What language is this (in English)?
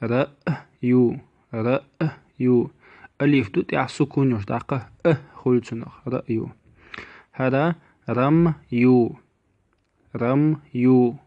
Chechen